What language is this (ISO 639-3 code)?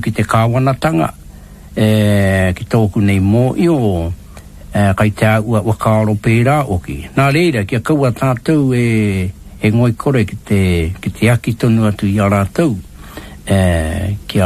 mri